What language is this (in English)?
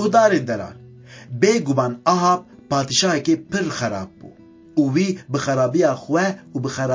Kurdish